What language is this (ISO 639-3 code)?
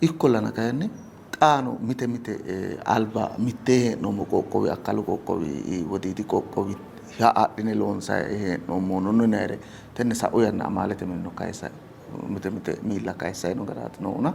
sid